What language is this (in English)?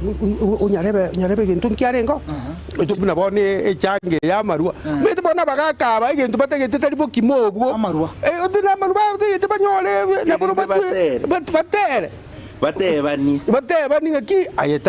Gusii